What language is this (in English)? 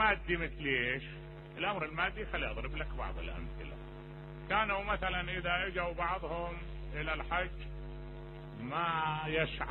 Mesopotamian Arabic